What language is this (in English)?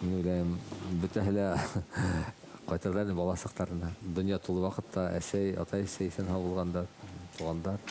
Bashkir